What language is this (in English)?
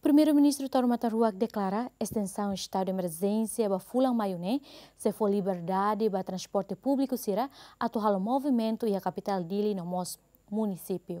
Tetum